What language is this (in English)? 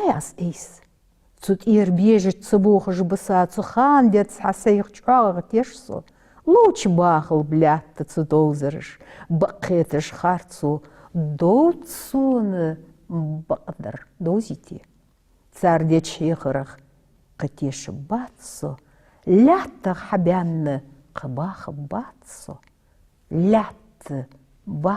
Ingush